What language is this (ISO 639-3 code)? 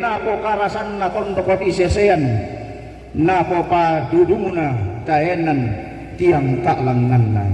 sda